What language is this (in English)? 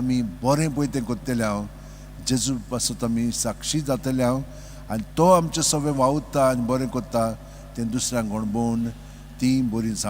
Konkani